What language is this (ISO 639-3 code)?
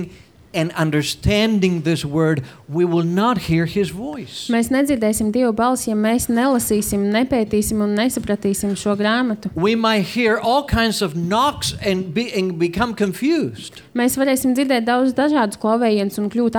lav